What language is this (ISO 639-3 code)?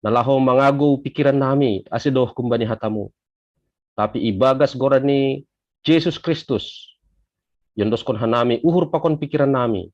bts